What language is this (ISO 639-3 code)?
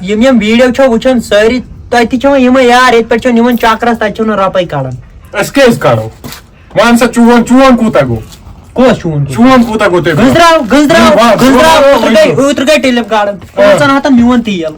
kas